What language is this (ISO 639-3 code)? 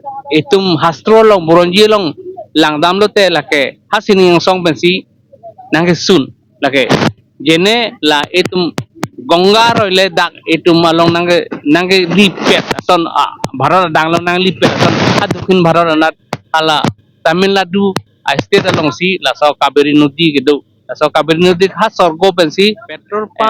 mjw